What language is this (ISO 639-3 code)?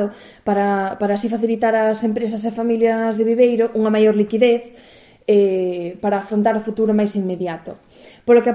glg